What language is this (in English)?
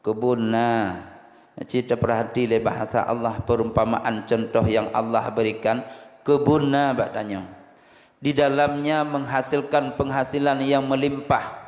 Achinese